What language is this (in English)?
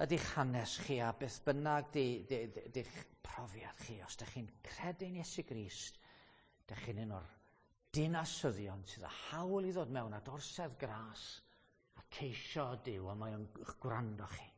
Welsh